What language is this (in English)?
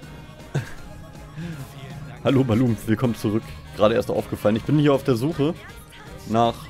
German